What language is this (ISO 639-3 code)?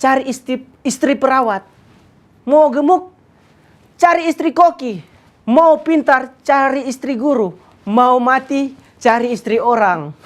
xmm